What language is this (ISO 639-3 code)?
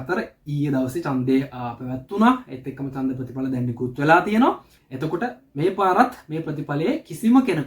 sin